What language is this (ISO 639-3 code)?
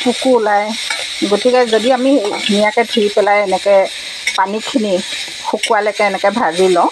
asm